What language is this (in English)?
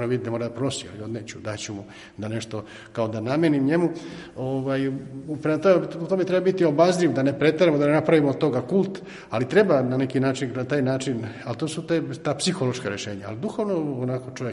Serbian